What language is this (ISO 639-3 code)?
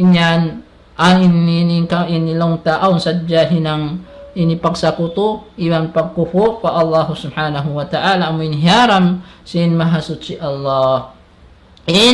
tsg